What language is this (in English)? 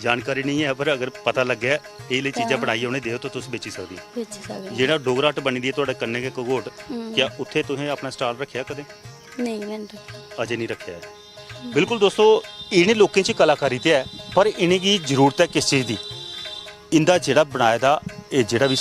Dogri